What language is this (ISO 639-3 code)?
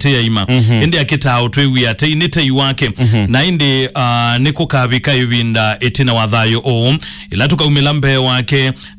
kam